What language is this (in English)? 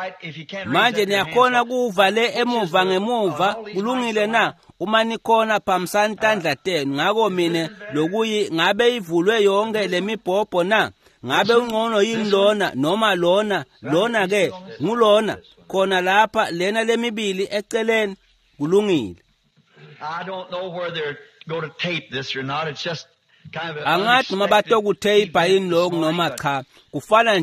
Swati